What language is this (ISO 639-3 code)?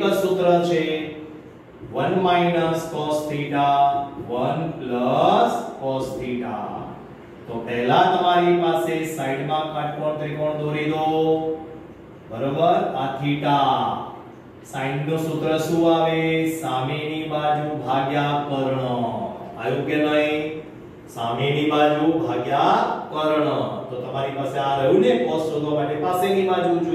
guj